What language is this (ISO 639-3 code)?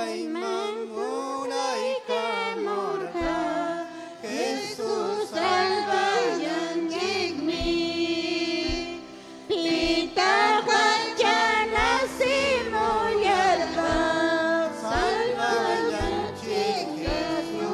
quy